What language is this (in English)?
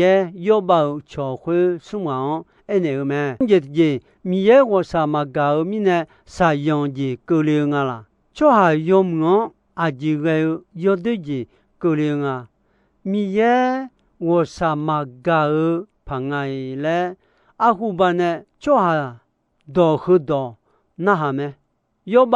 Akha